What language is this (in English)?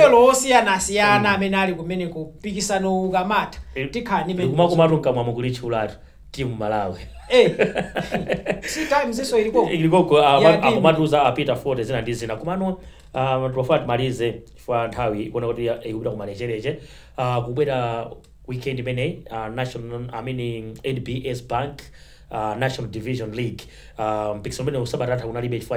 Nyanja